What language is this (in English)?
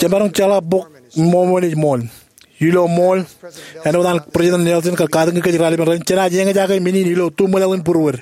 Marshallese